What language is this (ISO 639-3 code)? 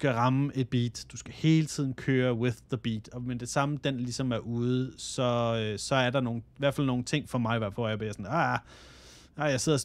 dan